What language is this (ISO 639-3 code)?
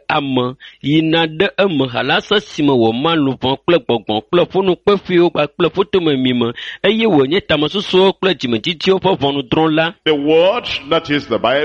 ewe